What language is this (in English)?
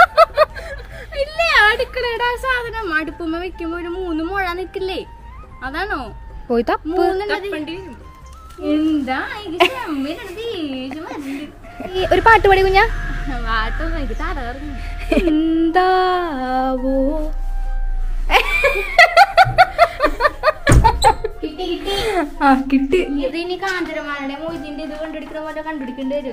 Malayalam